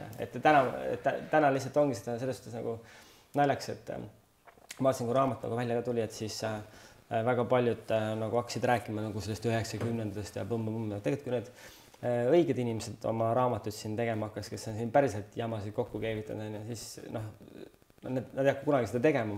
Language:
Estonian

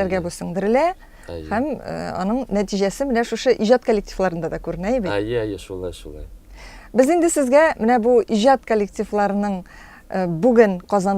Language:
Tatar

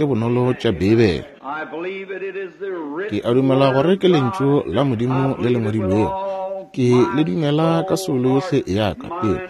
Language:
Northern Sotho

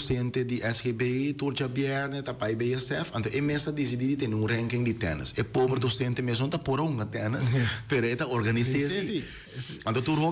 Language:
Papiamento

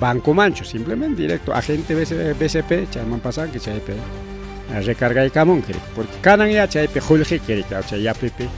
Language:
Ayacucho Quechua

